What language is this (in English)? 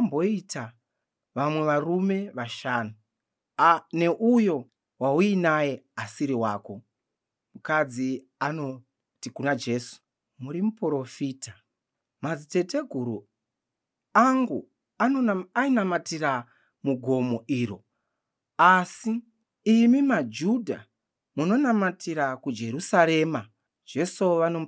Shona